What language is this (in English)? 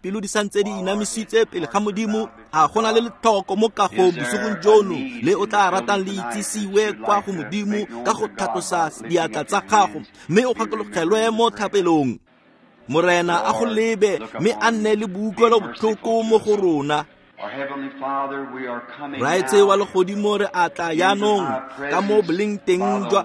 Tswana